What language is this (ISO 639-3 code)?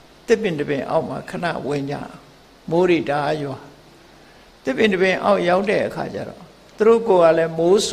mya